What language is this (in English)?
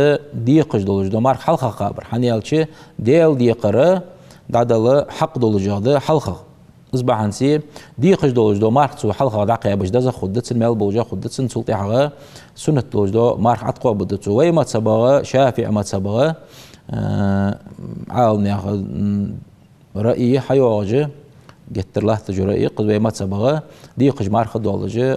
Ingush